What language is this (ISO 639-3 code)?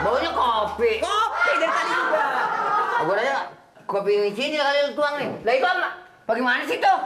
bew